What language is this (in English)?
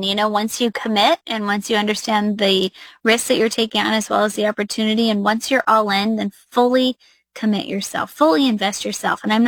English